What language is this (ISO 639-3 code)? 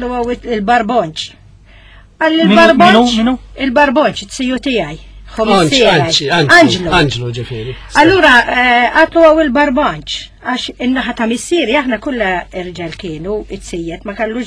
mlt